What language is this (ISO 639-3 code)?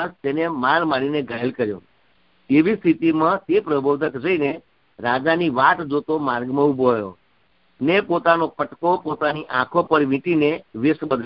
guj